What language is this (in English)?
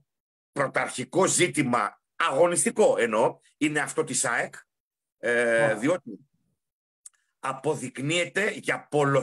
Greek